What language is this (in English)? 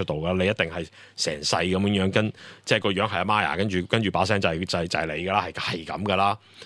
Cantonese